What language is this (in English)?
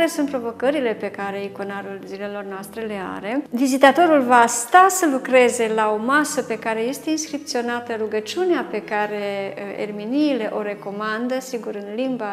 Romanian